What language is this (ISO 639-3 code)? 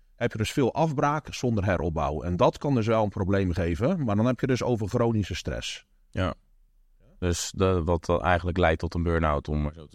nld